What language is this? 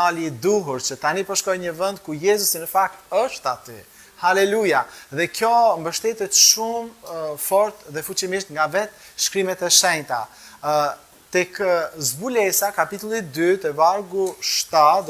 Albanian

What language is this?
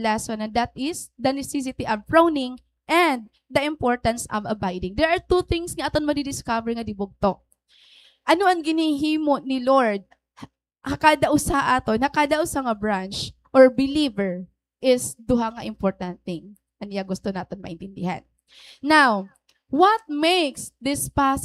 Waray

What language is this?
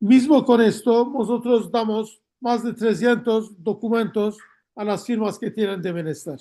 Ladino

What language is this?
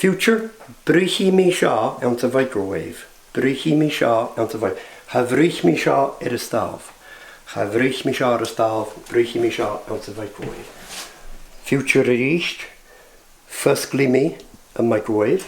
Scottish Gaelic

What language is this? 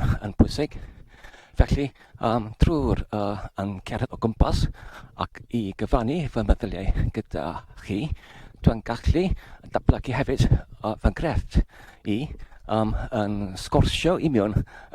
Welsh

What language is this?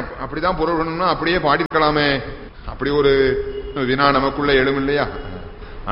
Tamil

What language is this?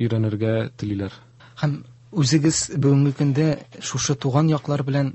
Tatar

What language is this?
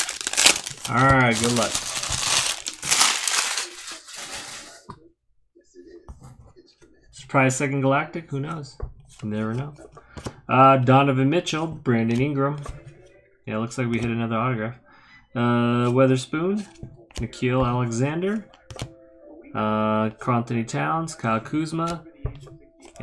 English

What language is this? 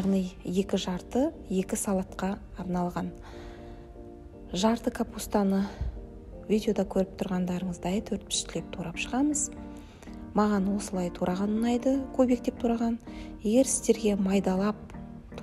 Kazakh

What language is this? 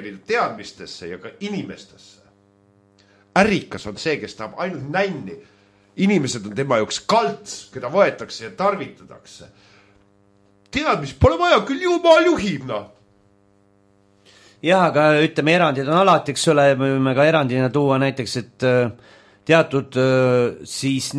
Estonian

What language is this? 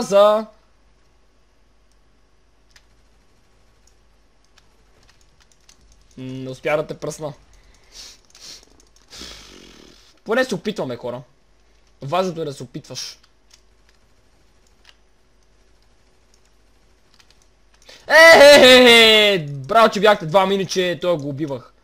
Bulgarian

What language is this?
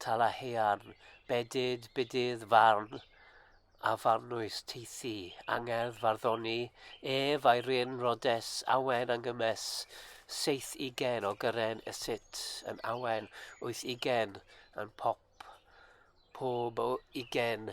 Welsh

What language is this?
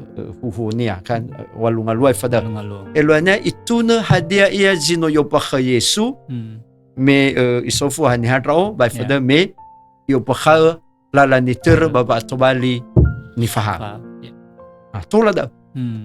Nias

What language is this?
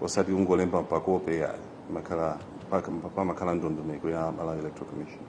Nyanja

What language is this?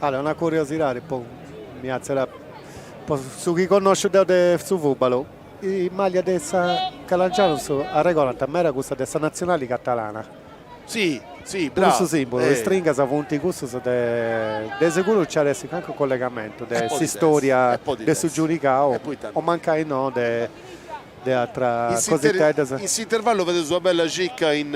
Sardinian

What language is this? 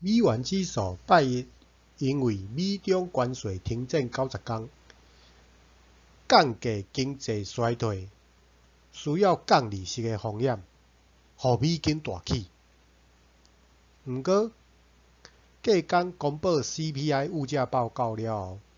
Min Nan Chinese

